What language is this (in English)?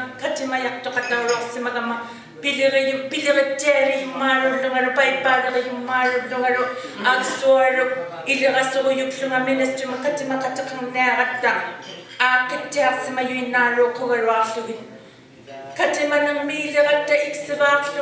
Inuktitut